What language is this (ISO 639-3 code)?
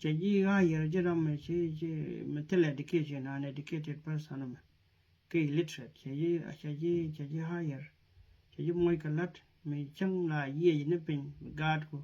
nus